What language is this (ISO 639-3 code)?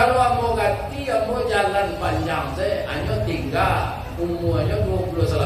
min